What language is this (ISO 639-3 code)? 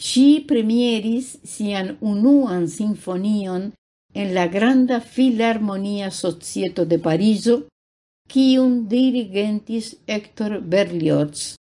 epo